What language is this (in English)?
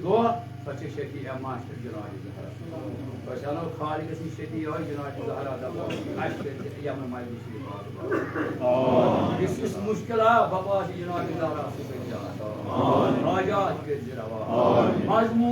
Kashmiri